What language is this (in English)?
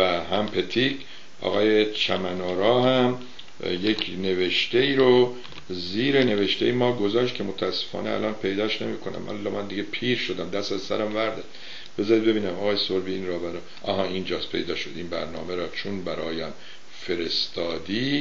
Persian